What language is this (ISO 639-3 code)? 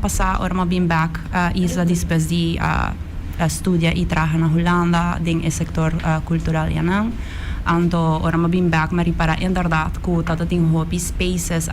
pap